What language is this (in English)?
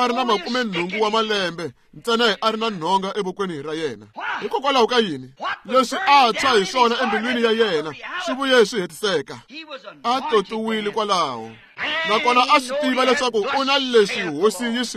Tsonga